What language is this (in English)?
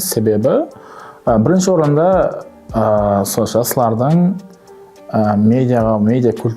Kara-Kalpak